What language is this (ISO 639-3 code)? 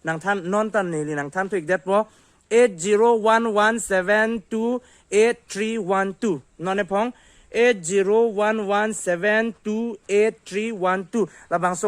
mjw